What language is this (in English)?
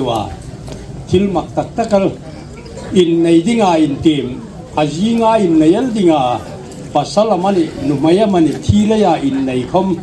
Hmar